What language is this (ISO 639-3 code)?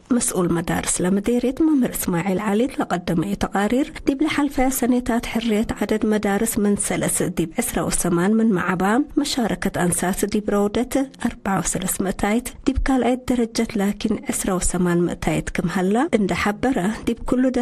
tig